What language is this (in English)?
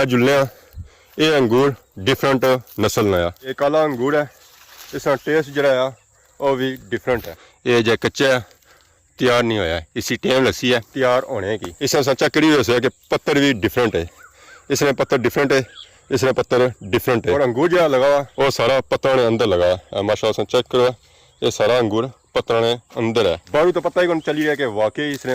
Pahari-Potwari